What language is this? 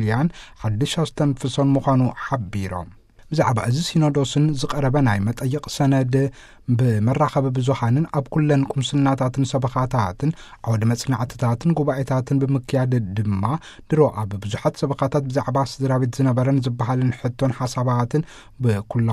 Tigrinya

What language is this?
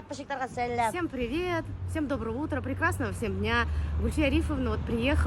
Bashkir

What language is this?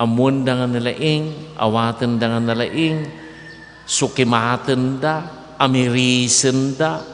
Iloko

